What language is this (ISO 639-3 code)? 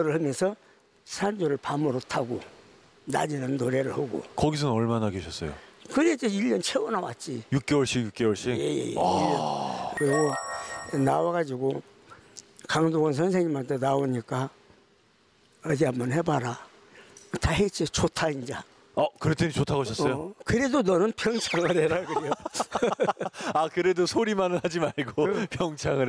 kor